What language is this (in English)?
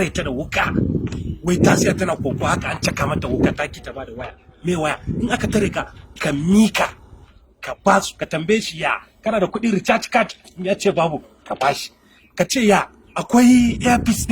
Hausa